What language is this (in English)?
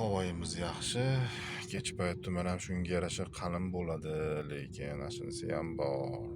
Uzbek